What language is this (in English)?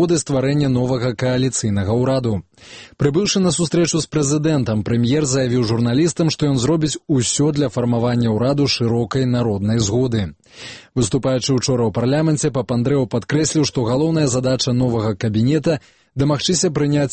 Belarusian